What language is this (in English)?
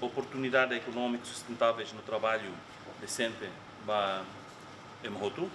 Tetum